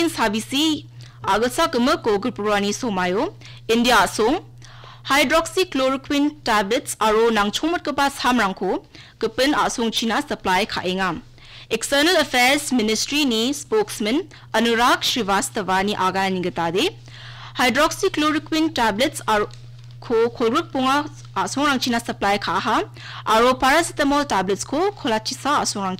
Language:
Garo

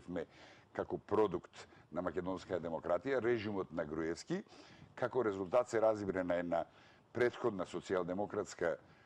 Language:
Macedonian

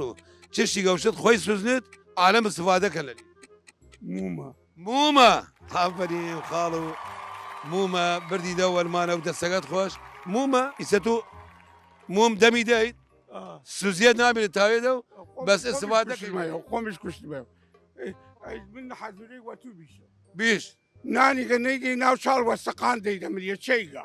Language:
Southern Kurdish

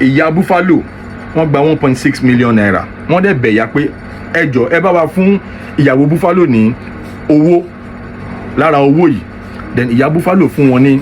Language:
Yoruba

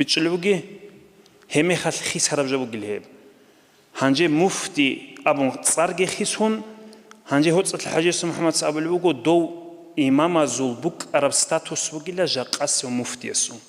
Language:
Avaric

